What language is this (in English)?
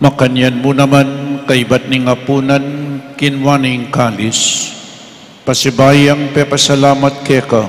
Pampanga